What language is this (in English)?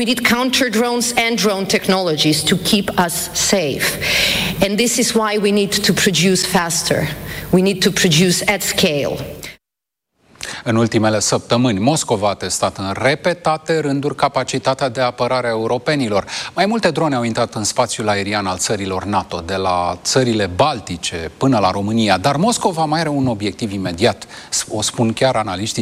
Romanian